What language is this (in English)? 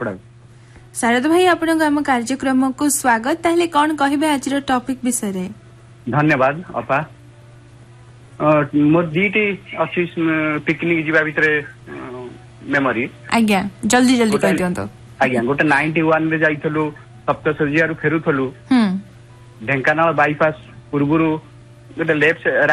Odia